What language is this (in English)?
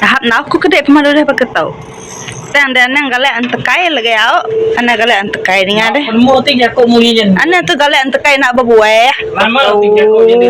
Iban